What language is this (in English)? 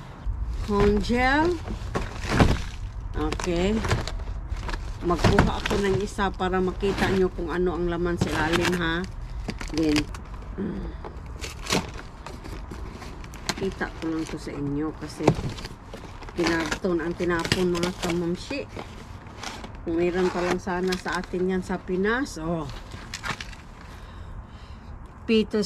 Filipino